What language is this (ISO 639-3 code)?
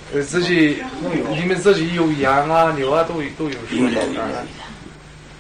kaz